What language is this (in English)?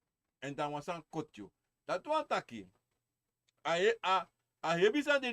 Sranan Tongo